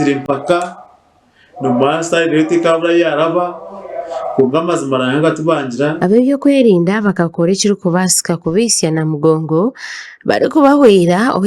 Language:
Nyankole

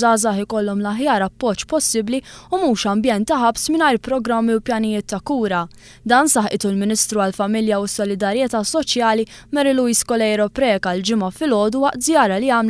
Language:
Maltese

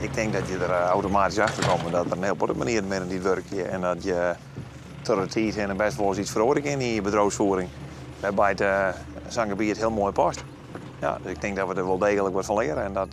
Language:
Western Frisian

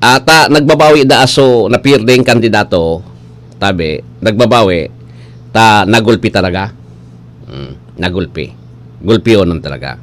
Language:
Bikol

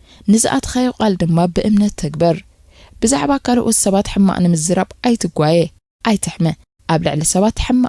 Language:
Tigrinya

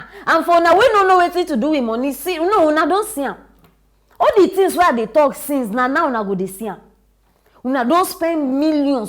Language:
Nigerian Pidgin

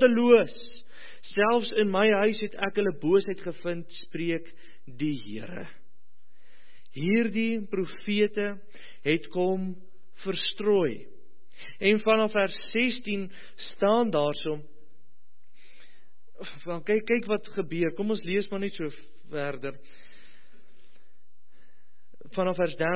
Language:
Afrikaans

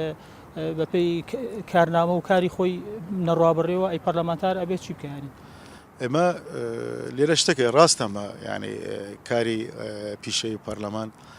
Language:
Central Kurdish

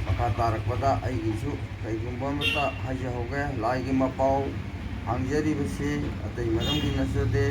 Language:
Manipuri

